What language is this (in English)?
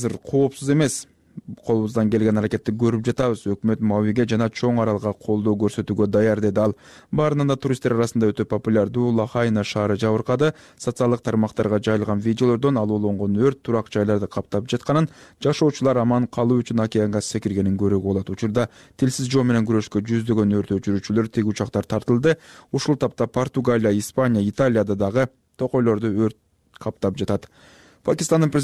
Kyrgyz